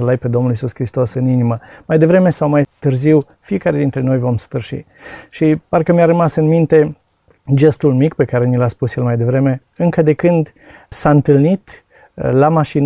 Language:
Romanian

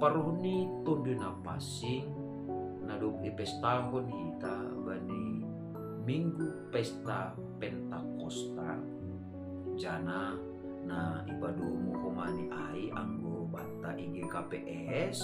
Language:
Batak Simalungun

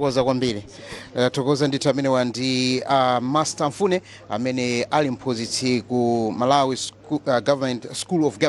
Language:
Nyanja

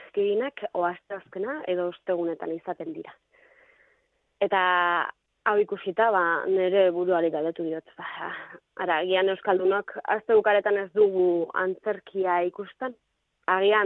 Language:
Basque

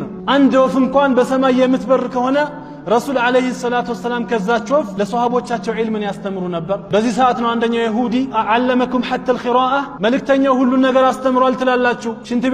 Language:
Amharic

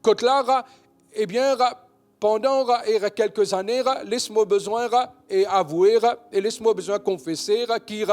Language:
Morisyen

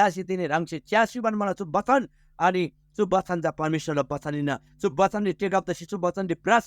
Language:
Eastern Tamang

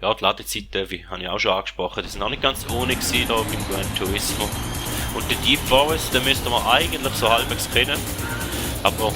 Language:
Swiss German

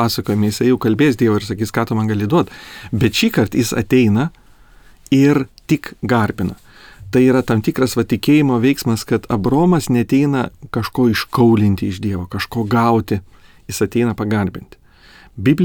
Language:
Lithuanian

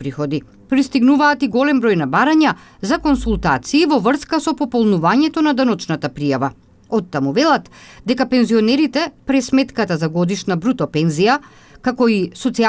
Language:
Macedonian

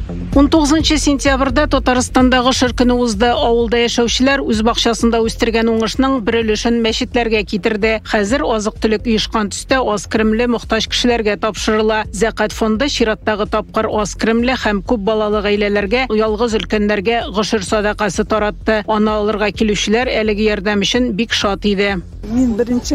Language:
Tatar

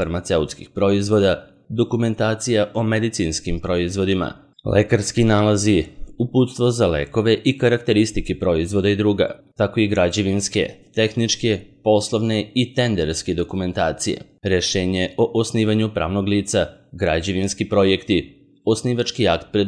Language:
Serbian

